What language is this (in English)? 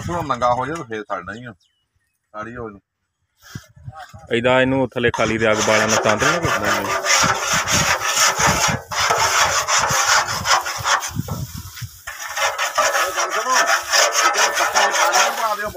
Punjabi